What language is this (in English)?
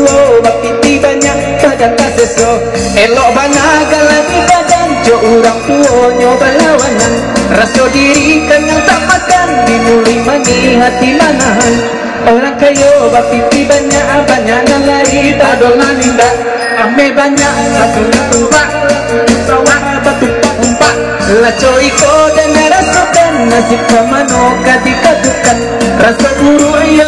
Minangkabau